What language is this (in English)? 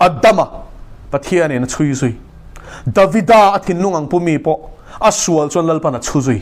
Mizo